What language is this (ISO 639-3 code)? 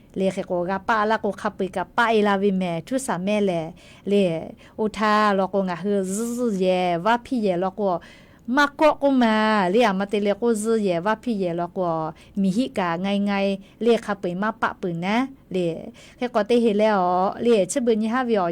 lhu